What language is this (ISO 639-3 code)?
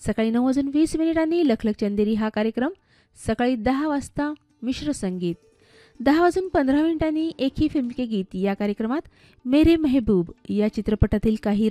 mar